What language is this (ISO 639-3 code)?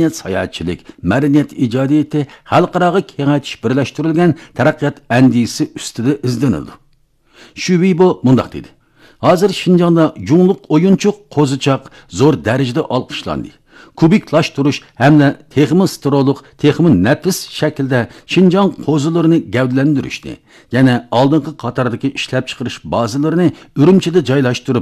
uig